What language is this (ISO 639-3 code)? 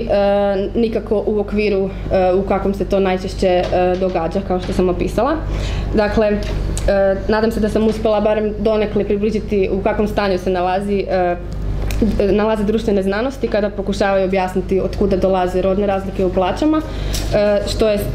hrv